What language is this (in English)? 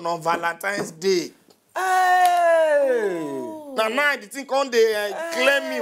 Nigerian Pidgin